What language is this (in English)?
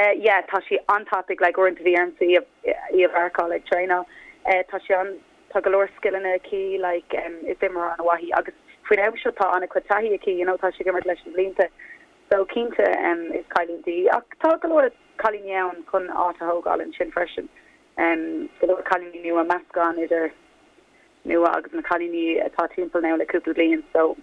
Irish